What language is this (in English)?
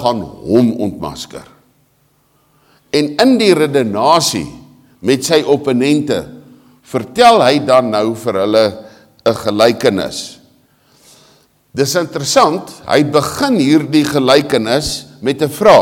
Afrikaans